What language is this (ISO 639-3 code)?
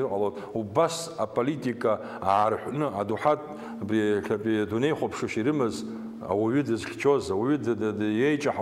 abk